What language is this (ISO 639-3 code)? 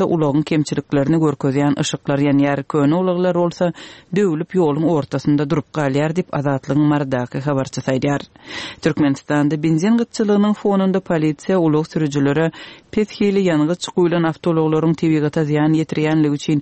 tuk